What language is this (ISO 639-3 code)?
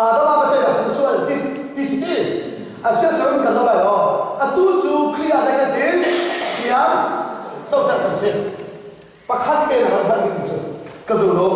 cnh